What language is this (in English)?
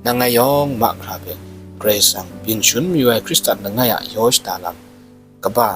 Kachin